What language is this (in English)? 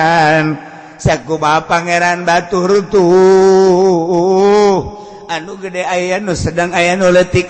Sundanese